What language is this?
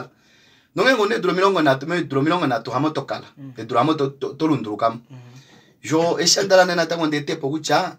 Kuanyama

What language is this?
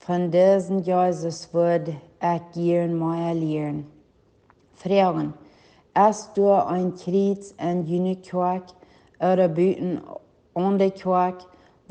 Plautdietsch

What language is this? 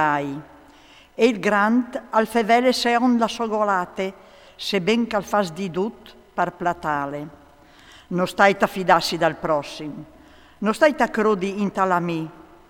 Friulian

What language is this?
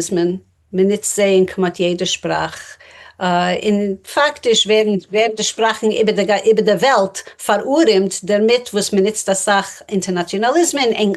Yiddish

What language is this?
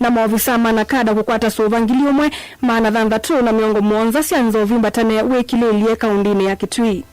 Kamba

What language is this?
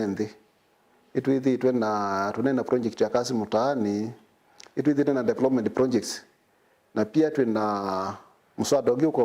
Kamba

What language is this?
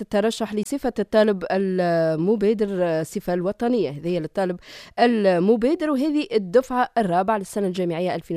Tunisian Arabic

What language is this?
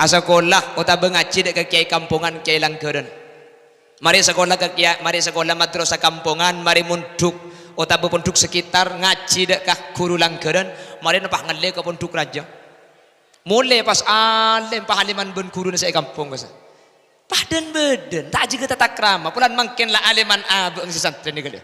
Madurese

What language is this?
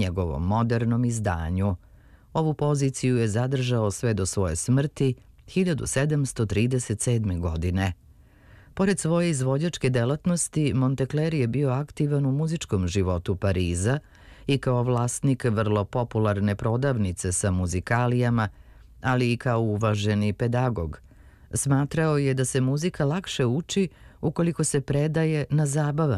Serbian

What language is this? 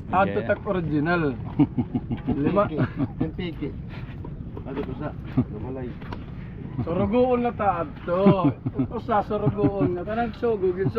Waray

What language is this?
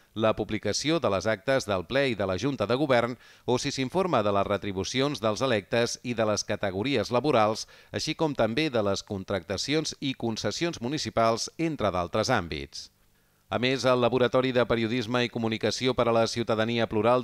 Catalan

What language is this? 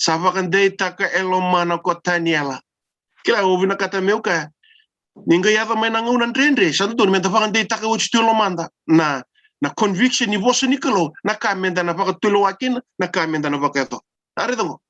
Fijian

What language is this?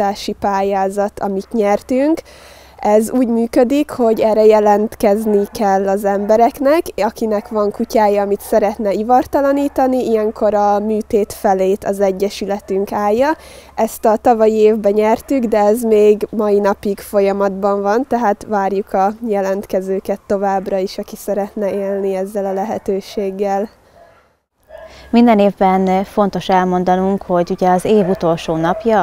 Hungarian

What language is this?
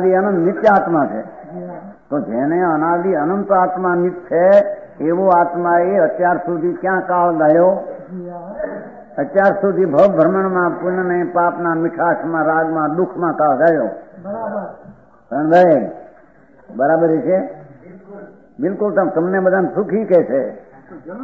Gujarati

